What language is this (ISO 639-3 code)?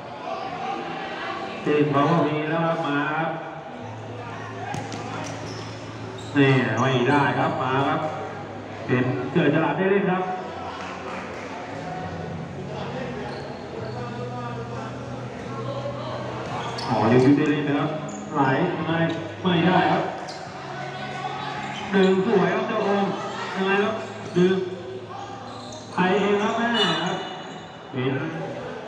tha